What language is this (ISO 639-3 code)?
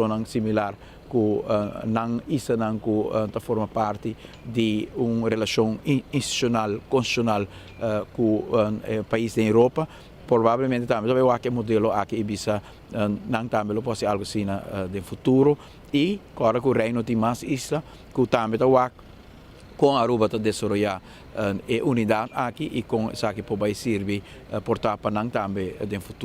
pap